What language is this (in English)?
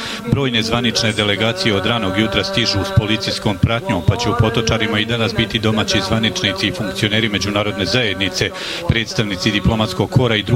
Bosnian